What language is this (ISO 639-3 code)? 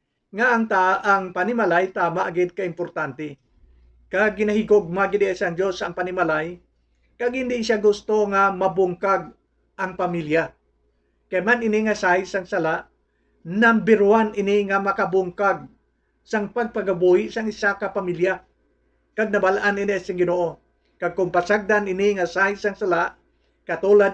hil